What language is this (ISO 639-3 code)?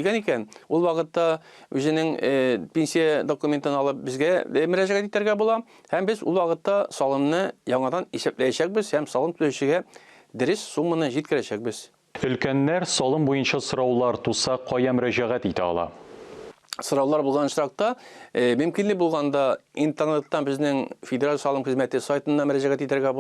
tat